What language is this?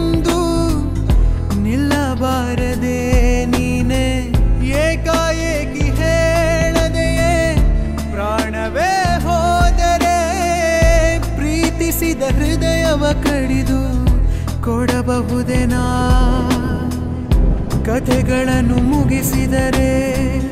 Kannada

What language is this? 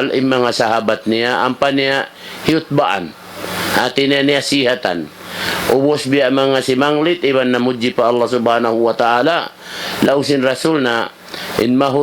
Tausug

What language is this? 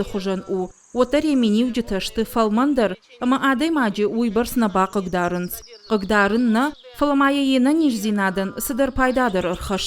Ossetic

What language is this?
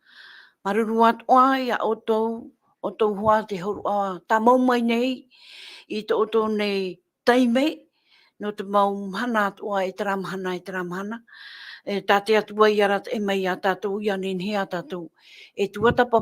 Tahitian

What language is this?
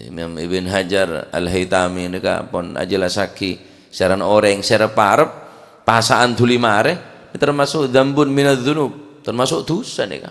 Madurese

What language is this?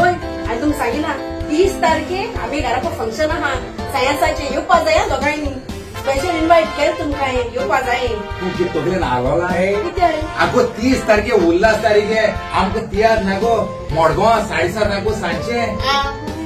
Konkani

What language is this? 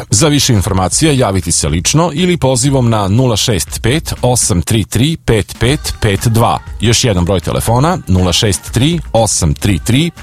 Serbian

